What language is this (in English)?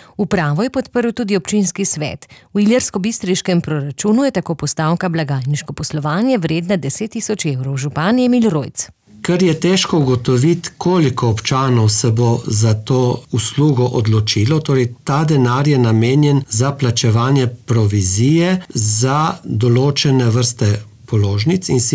Slovenian